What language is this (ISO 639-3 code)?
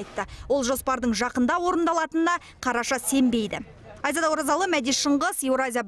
kaz